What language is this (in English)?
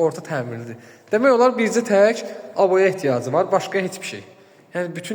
Azerbaijani